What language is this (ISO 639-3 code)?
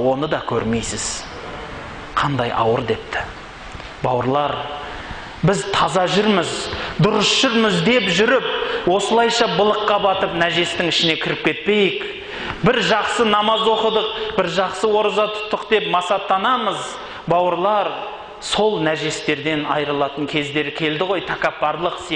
kaz